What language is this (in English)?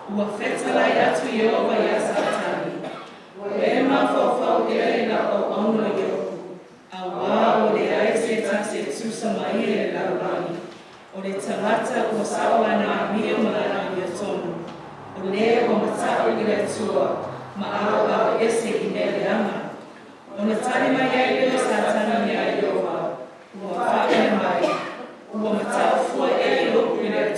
Samoan